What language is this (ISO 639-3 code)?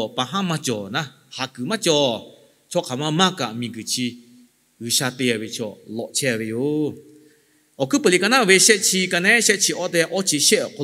lhu